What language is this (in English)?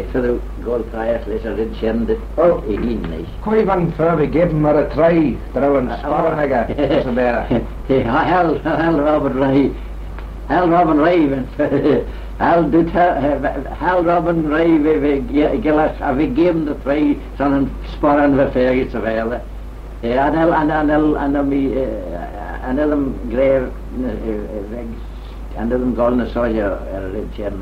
Manx